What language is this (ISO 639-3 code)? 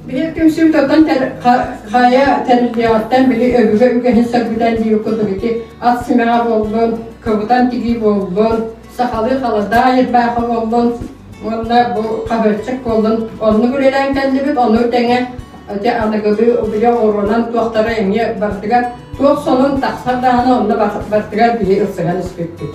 sah